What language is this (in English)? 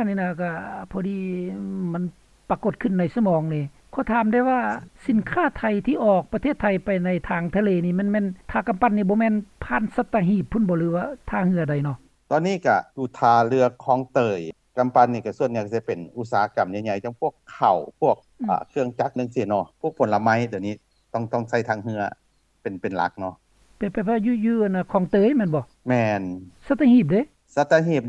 Lao